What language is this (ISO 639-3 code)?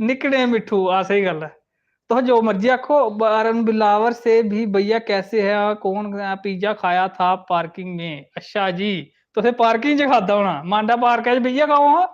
doi